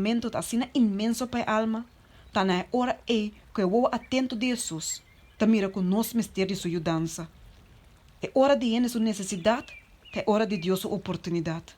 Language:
Papiamento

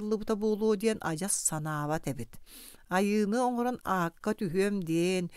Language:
Yakut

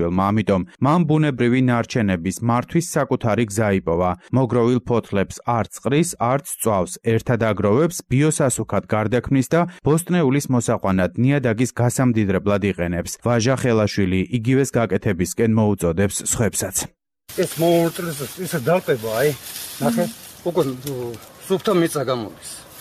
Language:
Georgian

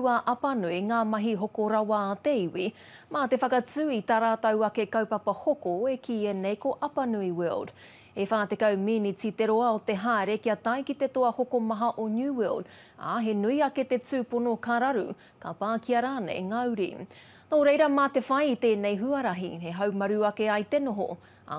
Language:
Māori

